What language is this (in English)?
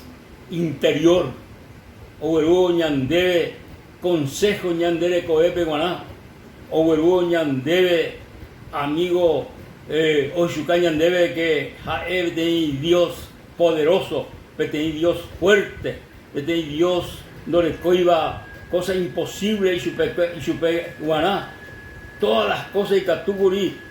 Guarani